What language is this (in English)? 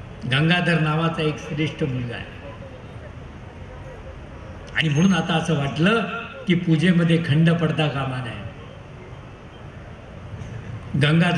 Marathi